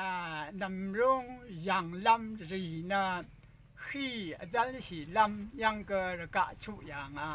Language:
Rawang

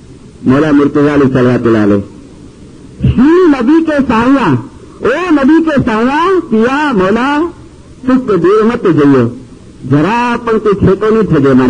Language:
Urdu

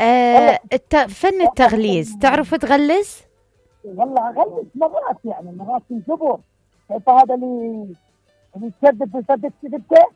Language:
Mesopotamian Arabic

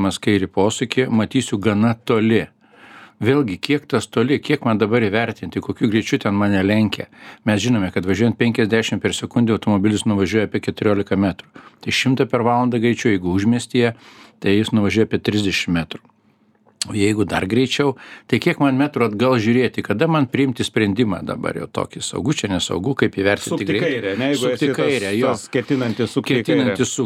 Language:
Lithuanian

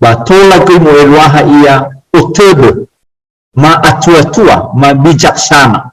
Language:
Nias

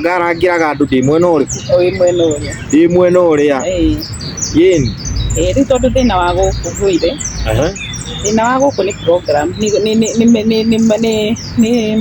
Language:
Kikuyu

